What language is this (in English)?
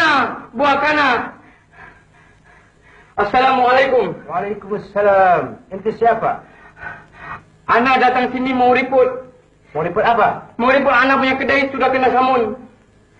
Malay